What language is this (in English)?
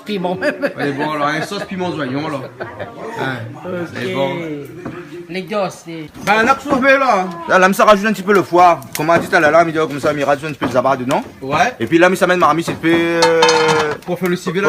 Réunion Creole French